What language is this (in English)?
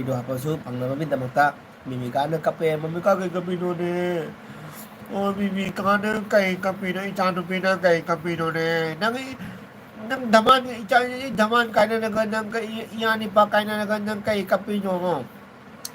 Manipuri